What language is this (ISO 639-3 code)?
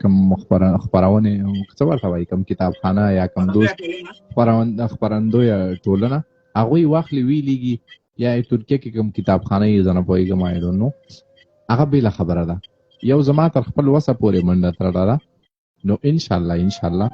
pus